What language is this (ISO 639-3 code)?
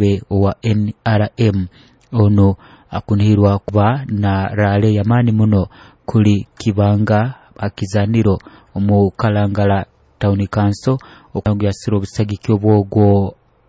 nyo